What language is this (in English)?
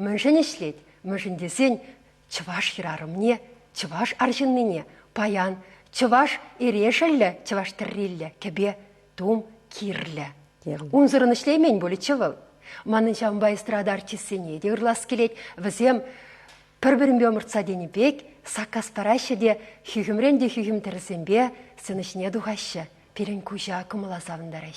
Chuvash